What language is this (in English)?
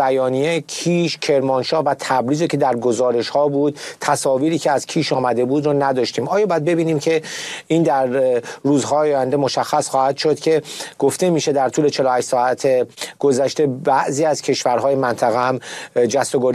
Persian